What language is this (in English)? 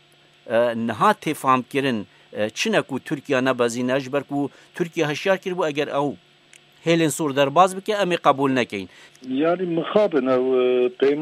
Kurdish